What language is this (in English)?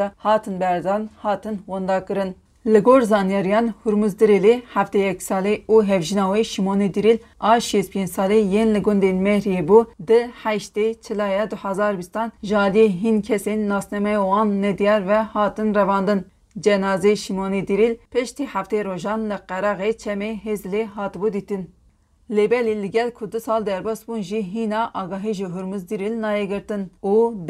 Kurdish